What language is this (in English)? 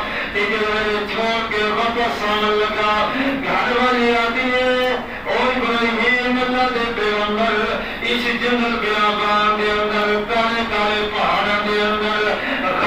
Saraiki